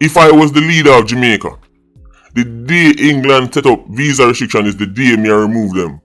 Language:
Jamaican Creole English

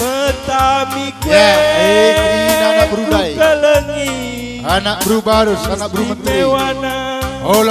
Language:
Batak Karo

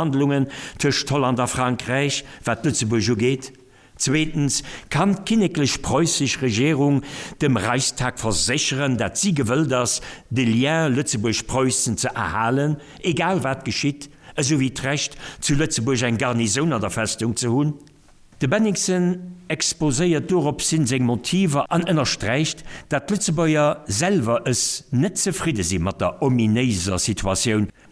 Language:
Luxembourgish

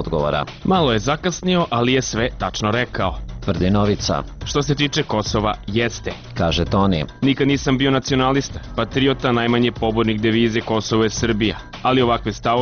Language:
Serbian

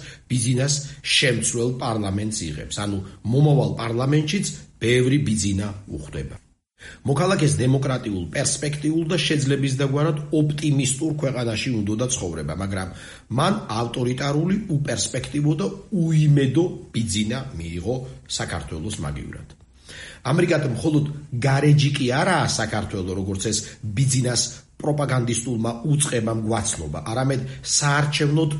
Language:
Georgian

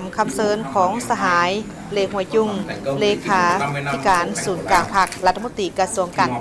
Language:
Lao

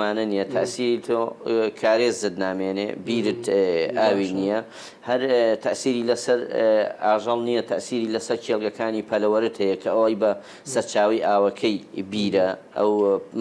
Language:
Central Kurdish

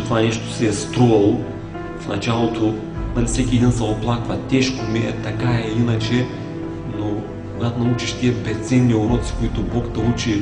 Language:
Bulgarian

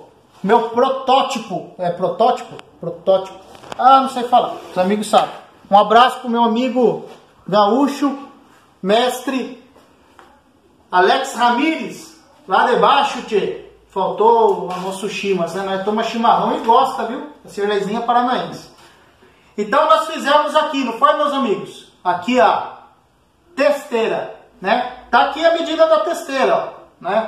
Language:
Portuguese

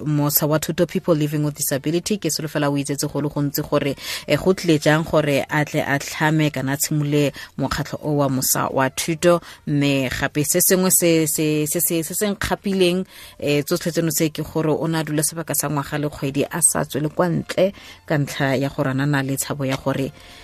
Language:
Tswana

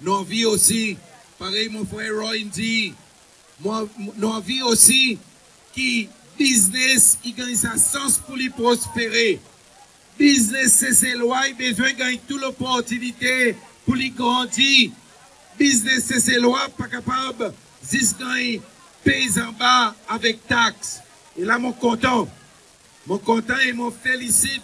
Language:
Seselwa Creole French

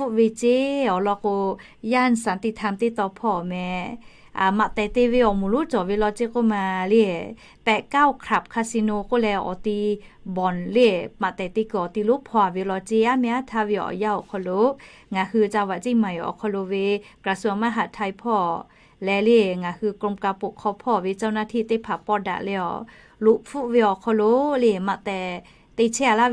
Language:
Lahu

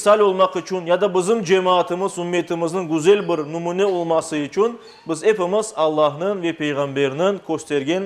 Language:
Crimean Tatar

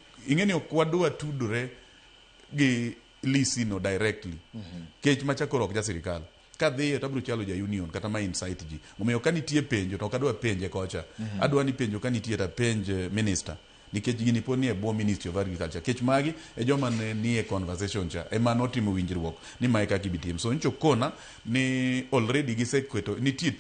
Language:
Luo (Kenya and Tanzania)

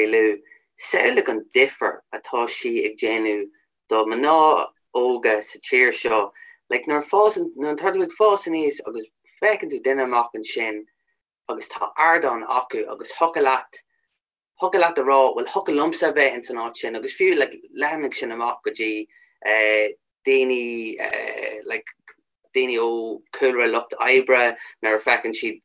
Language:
Irish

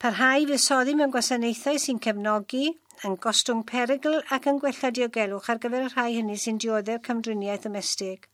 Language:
Welsh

